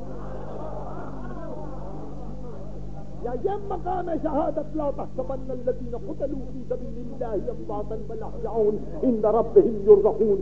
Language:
Urdu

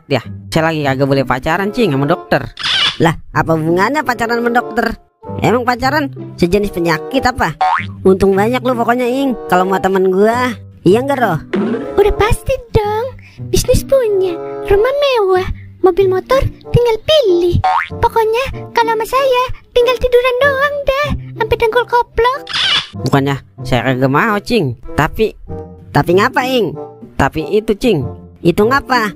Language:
Betawi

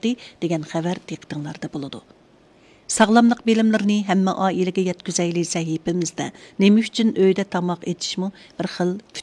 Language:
Uyghur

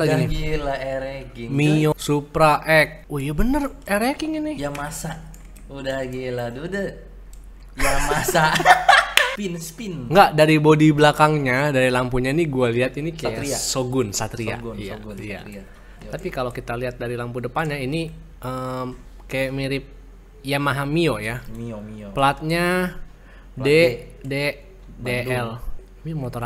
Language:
Indonesian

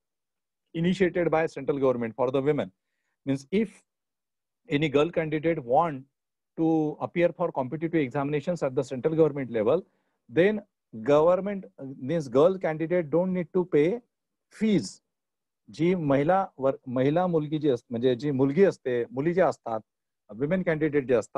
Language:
Marathi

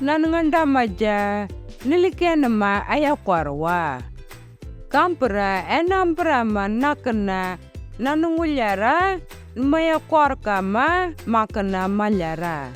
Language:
Anindilyakwa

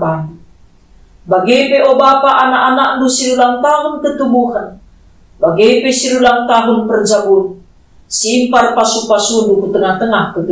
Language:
Batak Karo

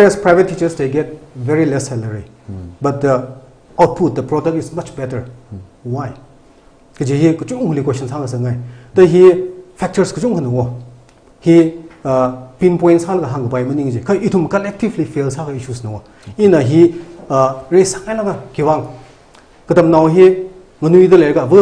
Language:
Tangkhul Naga (India)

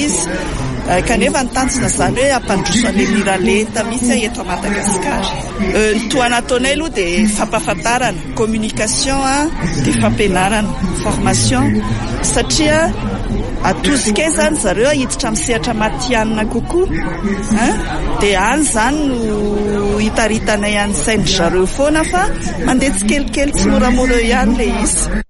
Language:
Malagasy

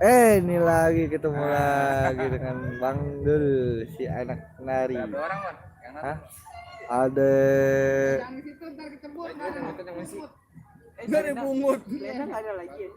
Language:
Betawi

